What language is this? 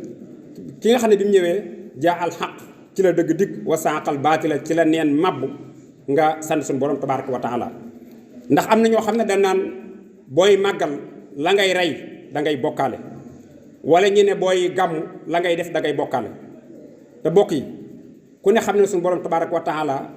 Wolof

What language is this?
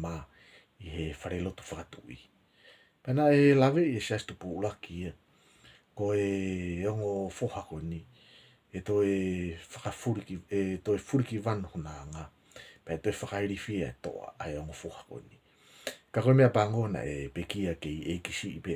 Tongan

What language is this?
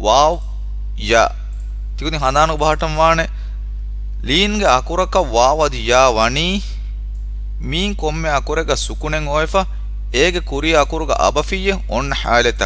Divehi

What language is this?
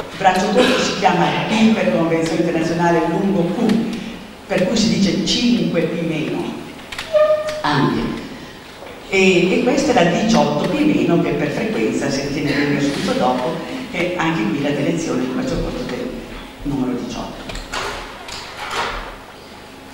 Italian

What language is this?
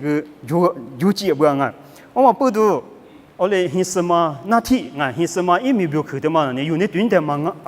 Lisu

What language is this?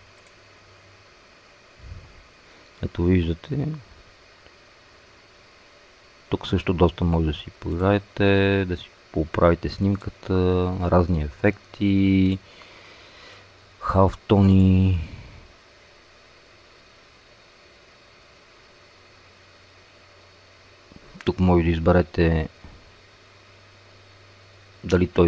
Bulgarian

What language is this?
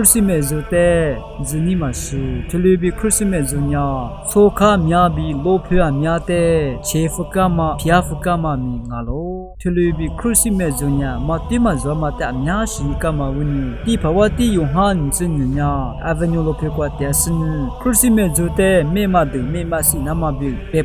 Lisu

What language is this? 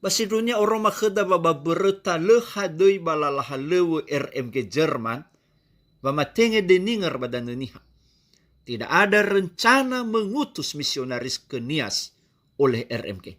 Nias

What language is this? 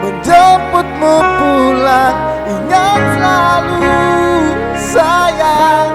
Ambonese Malay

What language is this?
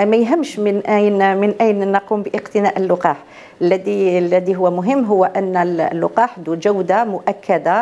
Algerian Arabic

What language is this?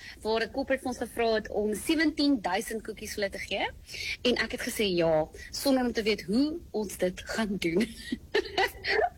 Afrikaans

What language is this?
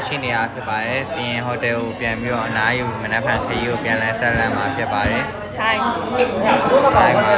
Burmese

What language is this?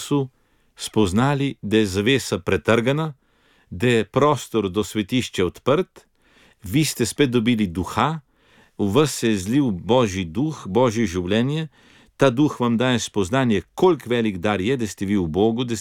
Slovenian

